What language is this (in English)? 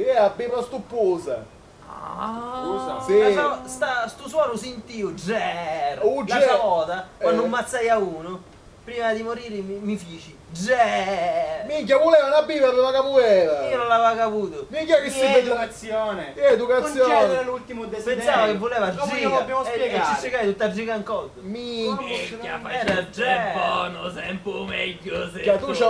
Sicilian